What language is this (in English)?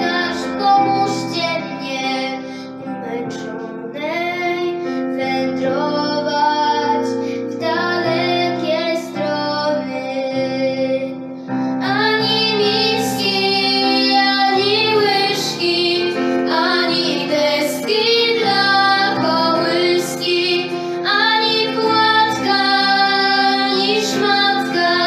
Polish